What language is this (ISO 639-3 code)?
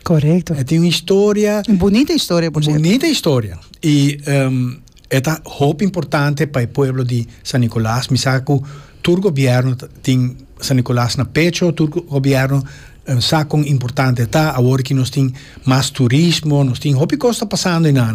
pap